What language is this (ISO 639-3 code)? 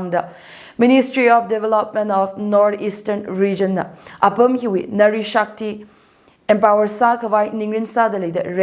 nmf